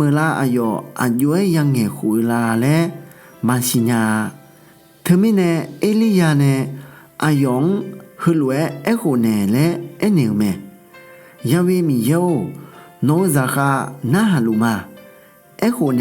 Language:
Akha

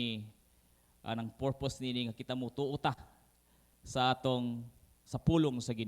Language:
Cebuano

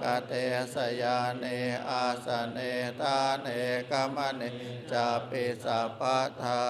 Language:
Pali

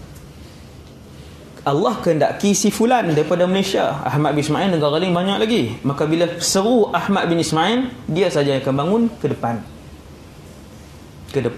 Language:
Malay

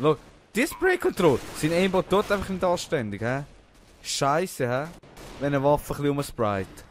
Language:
Swiss German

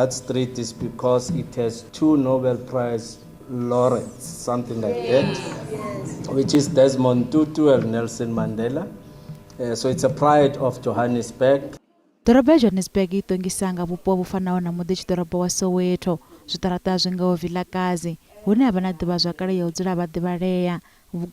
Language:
Venda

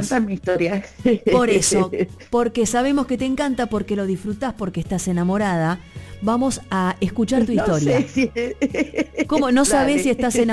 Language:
Spanish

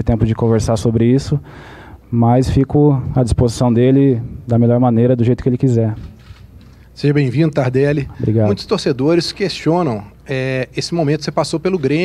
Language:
Portuguese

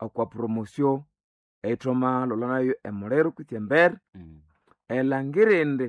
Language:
Nande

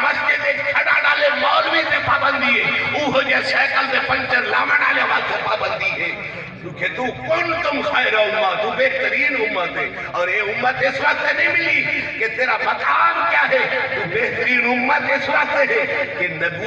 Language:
Saraiki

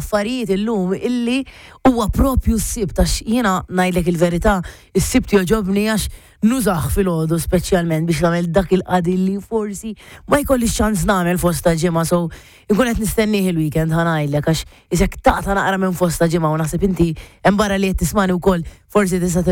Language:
Maltese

